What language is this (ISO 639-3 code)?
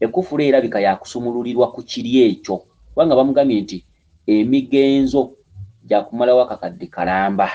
lug